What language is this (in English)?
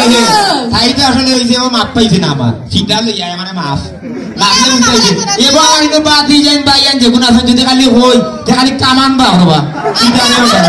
Sylheti